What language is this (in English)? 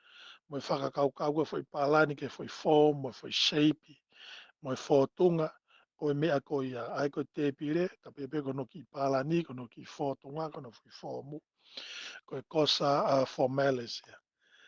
Tongan